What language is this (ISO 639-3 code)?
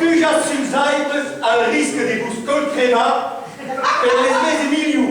oci